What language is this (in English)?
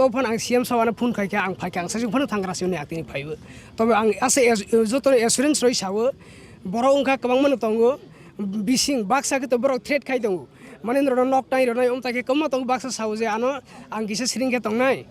Kok Borok